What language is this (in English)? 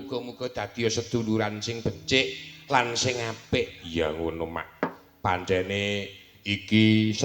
Javanese